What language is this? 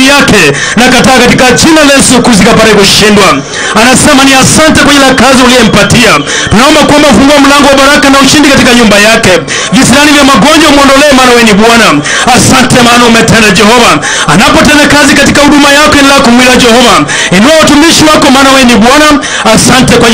Swahili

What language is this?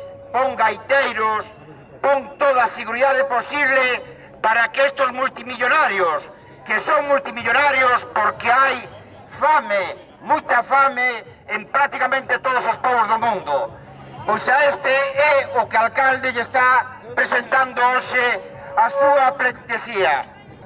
Galician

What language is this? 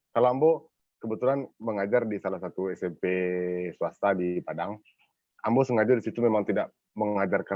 Minangkabau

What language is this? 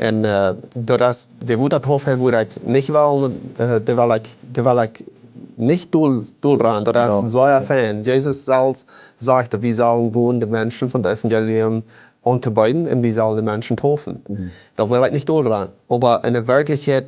Plautdietsch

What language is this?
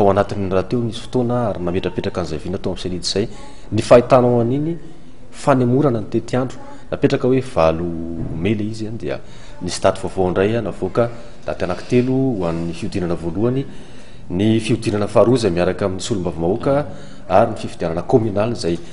Malagasy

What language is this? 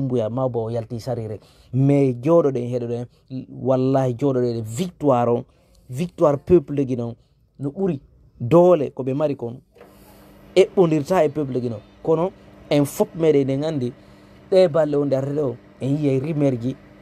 Fula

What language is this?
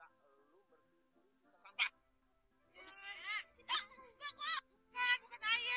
Betawi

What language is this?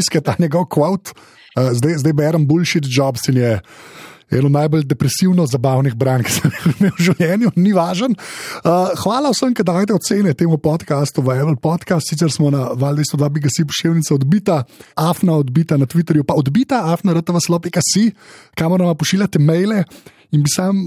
Slovenian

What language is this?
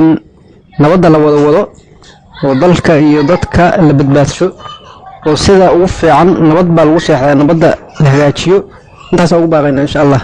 Somali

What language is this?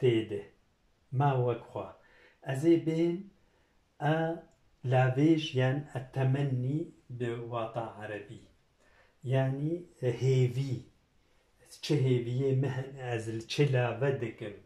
Kurdish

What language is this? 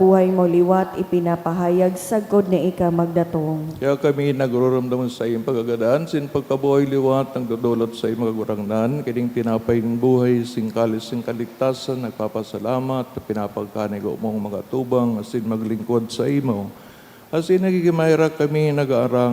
Bikol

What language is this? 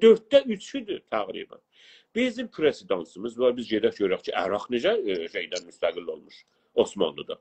South Azerbaijani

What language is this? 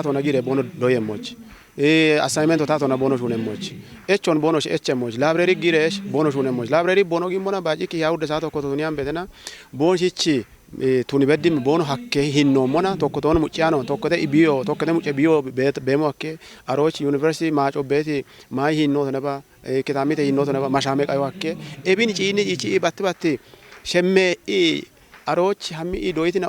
Kafa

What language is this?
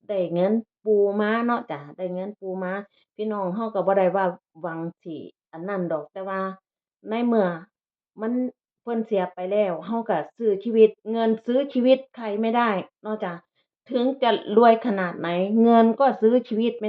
Northeastern Thai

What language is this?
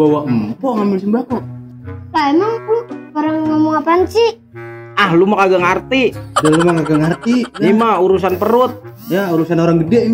Betawi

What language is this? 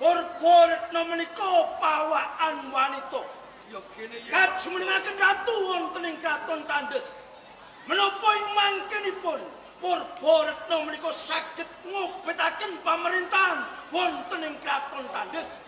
Javanese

